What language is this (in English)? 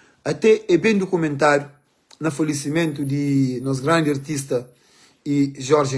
Kabuverdianu